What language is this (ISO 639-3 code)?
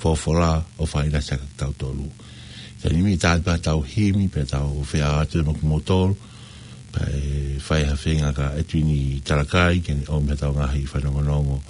ton